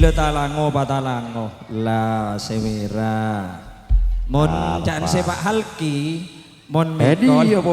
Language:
Madurese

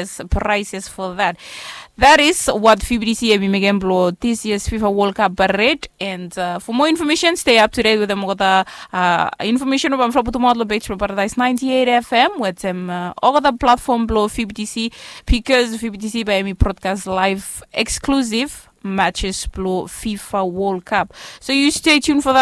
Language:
Bislama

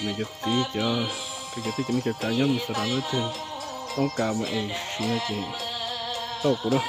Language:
Hmong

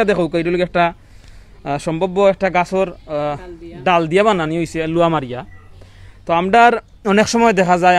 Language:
Sylheti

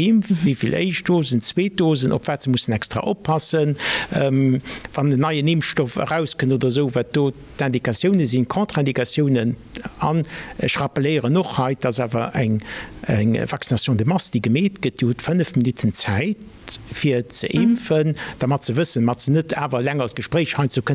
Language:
Luxembourgish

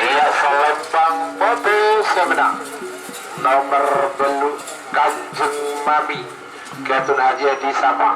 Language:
Madurese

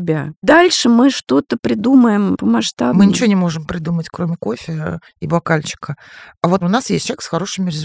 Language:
Russian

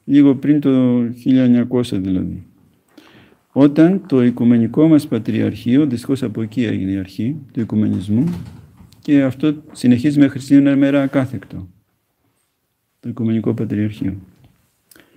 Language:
Greek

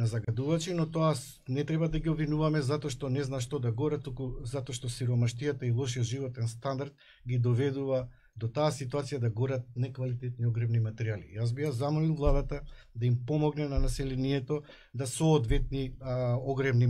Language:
Macedonian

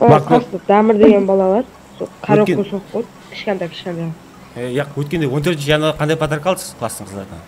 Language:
Kara-Kalpak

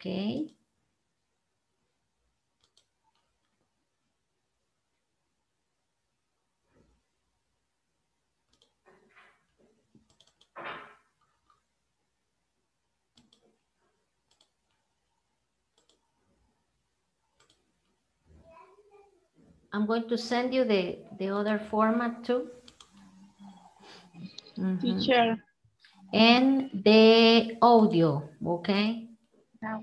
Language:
English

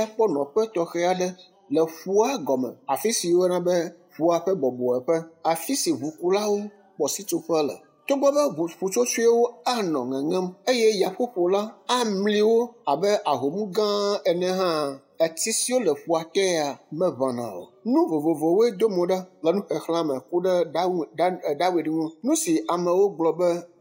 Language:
Ewe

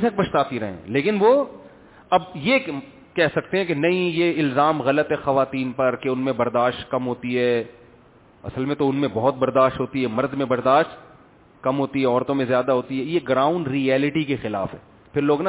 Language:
Urdu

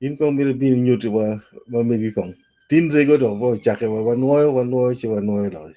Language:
Acoli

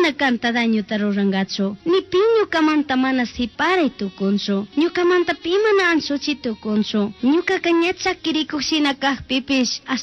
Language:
Chimborazo Highland Quichua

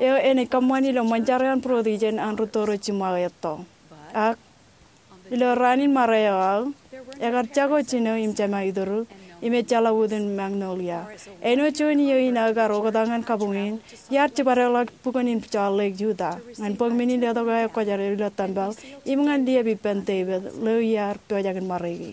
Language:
Marshallese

